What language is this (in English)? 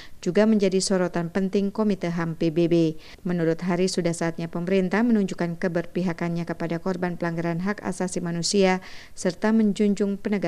Indonesian